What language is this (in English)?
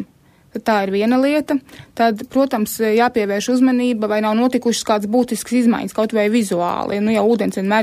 Latvian